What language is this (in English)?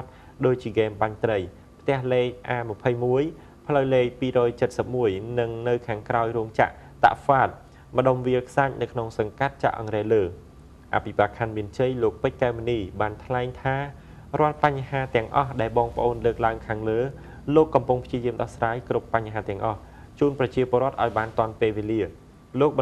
Khmer